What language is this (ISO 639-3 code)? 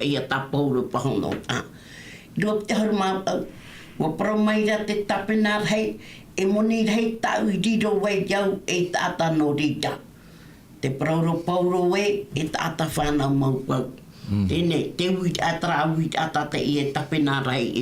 tah